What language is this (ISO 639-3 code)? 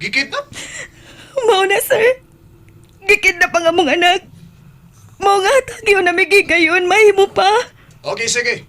ceb